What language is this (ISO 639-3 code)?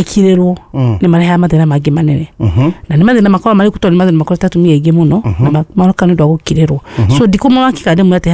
kik